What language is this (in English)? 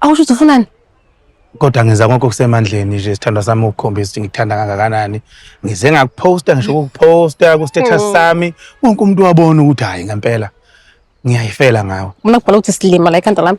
Zulu